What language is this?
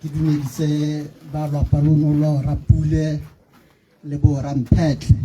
Tswana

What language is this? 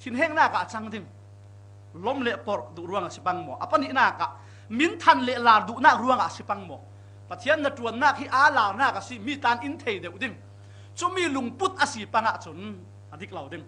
Falam Chin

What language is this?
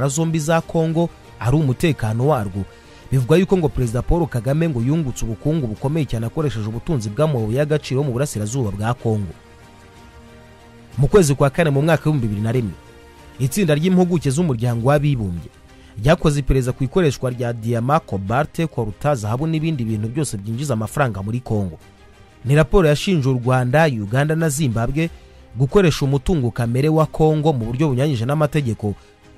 Kinyarwanda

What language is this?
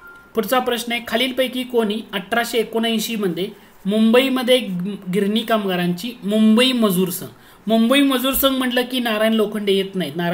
Marathi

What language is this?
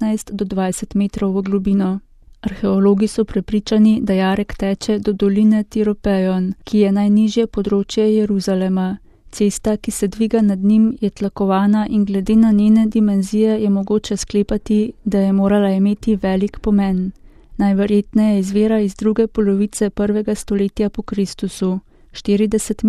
Slovenian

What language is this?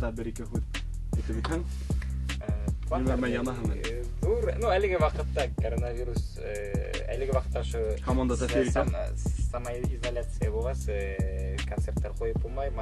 Bashkir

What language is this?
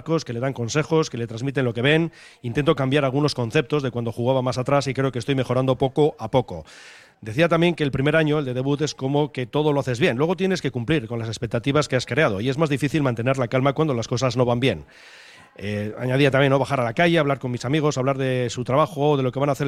Spanish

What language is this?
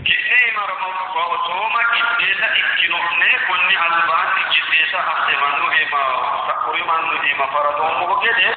Sidamo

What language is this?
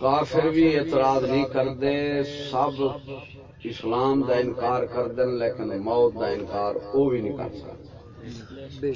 Saraiki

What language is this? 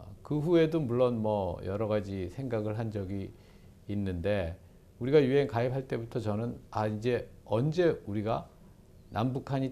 Korean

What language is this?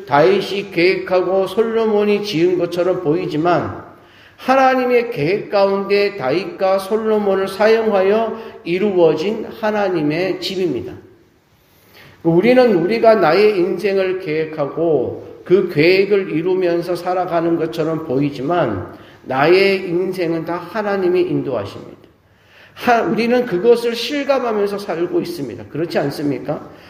Korean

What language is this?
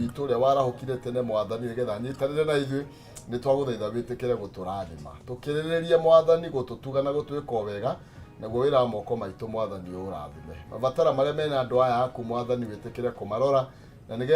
Kikuyu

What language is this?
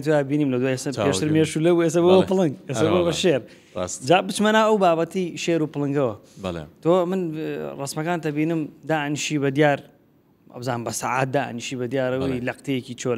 Central Kurdish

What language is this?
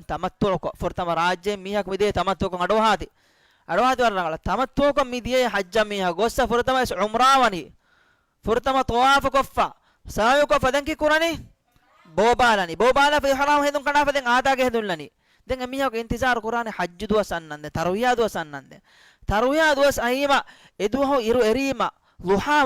Divehi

